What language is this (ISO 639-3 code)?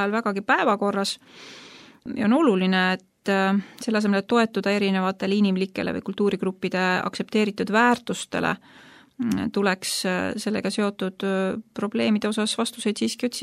est